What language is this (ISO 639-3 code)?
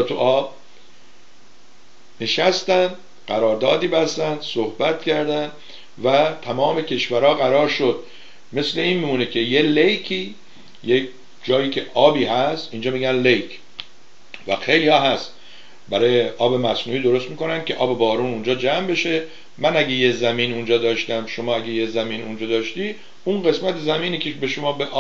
fas